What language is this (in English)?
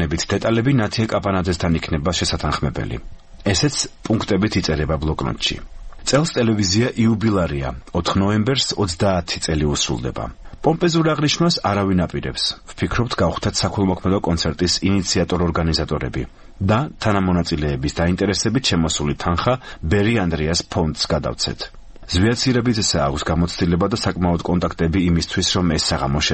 Georgian